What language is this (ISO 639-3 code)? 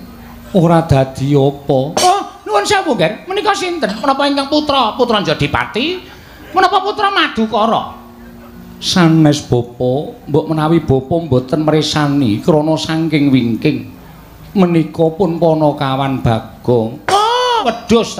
jav